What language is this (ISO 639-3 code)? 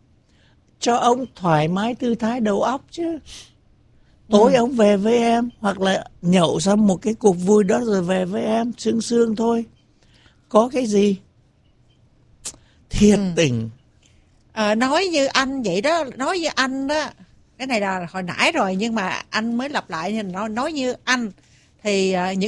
vie